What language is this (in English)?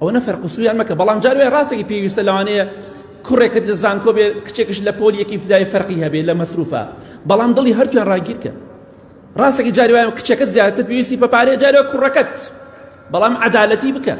Central Kurdish